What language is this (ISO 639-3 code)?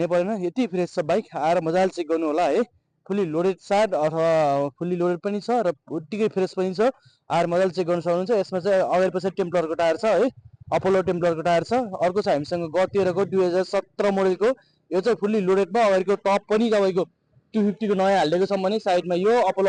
nep